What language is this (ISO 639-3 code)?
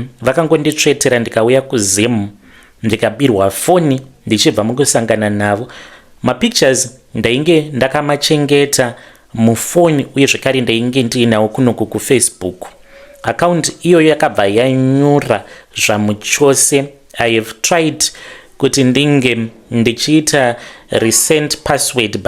sna